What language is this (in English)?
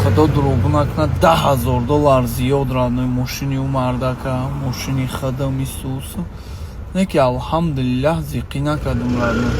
Tajik